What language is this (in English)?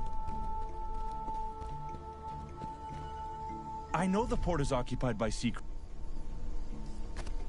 English